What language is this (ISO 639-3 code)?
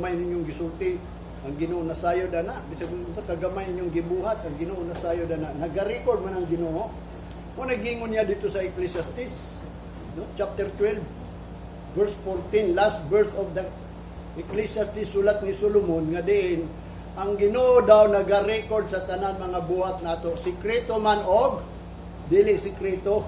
ceb